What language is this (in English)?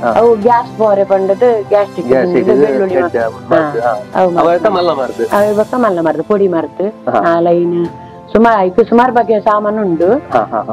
Tulu